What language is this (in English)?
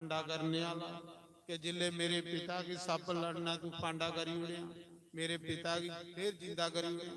Dogri